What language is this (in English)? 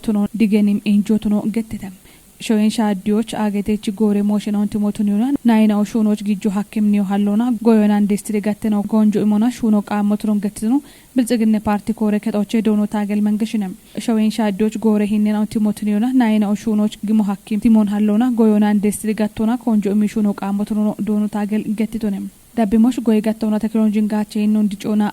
Kafa